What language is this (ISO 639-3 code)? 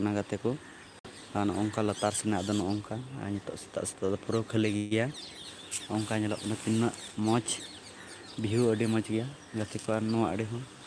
sat